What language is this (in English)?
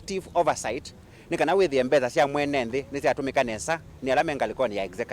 Kamba